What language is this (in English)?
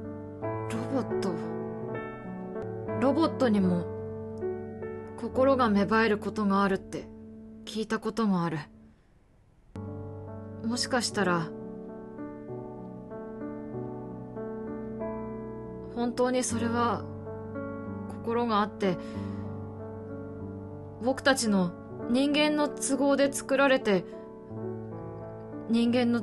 Japanese